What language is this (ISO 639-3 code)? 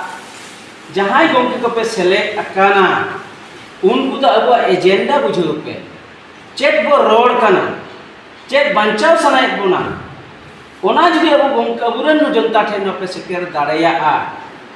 sat